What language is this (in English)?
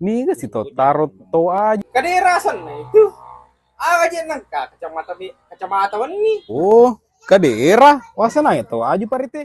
Buginese